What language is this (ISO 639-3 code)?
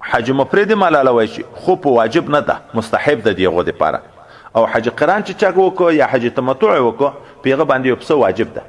pus